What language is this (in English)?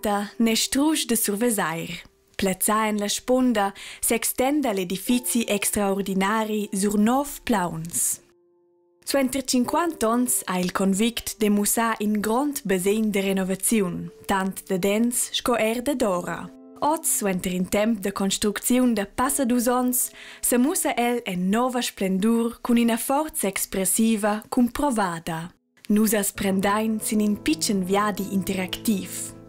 Romansh